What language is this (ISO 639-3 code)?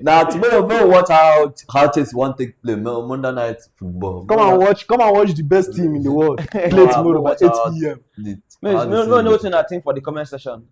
pcm